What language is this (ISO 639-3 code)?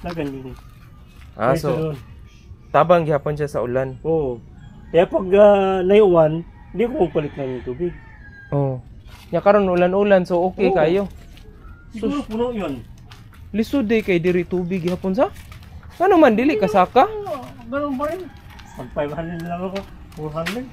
ceb